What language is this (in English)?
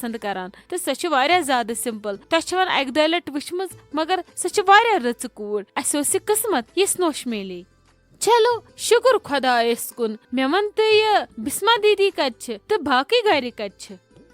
Kashmiri